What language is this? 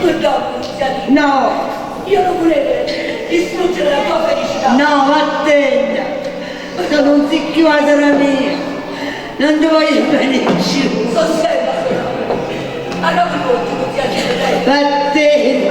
Neapolitan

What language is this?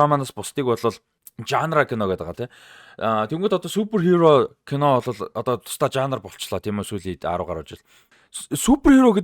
Mongolian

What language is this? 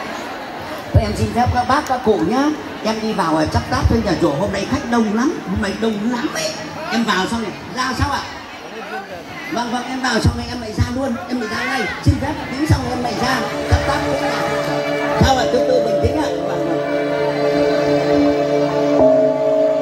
Vietnamese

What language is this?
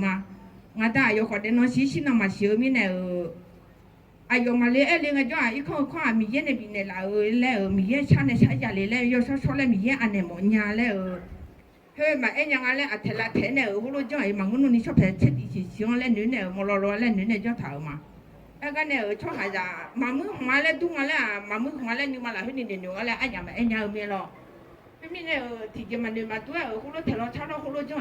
Akha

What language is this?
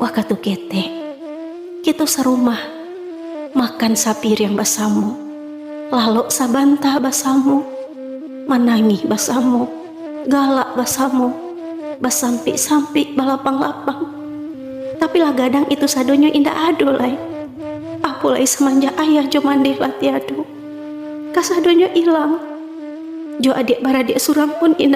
Minangkabau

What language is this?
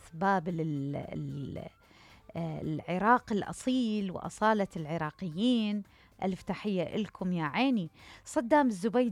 Mesopotamian Arabic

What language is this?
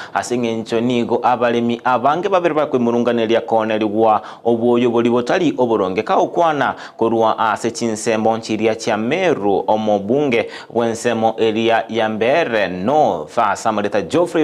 Gusii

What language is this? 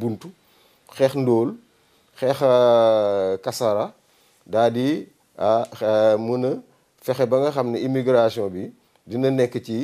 Wolof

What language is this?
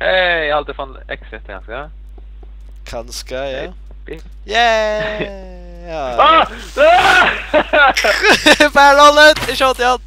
Faroese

